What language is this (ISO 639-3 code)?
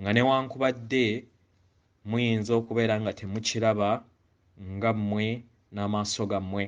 lug